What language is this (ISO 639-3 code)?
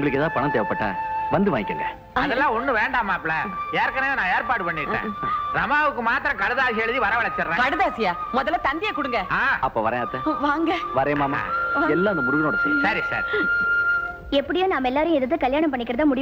tam